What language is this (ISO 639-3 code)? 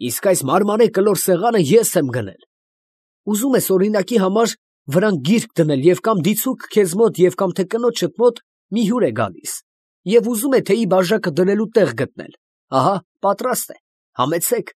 hye